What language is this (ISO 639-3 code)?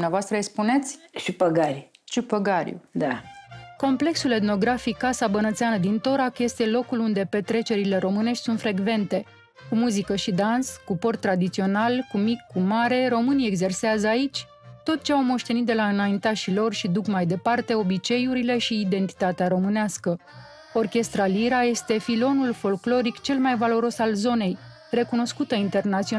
ron